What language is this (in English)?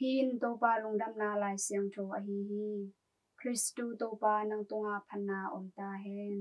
Tedim Chin